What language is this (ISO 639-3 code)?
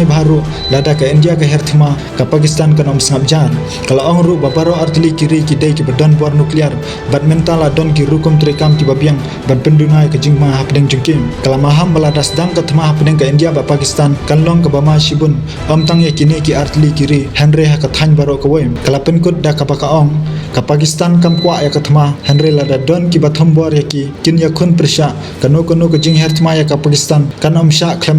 kha